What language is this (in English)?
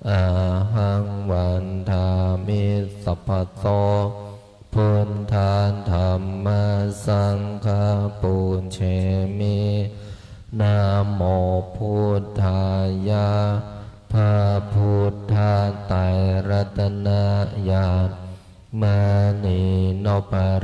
Pali